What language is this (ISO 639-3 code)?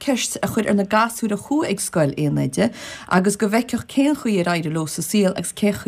gle